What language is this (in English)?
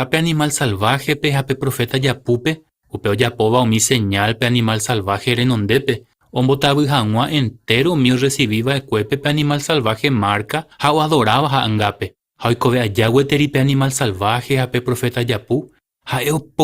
Guarani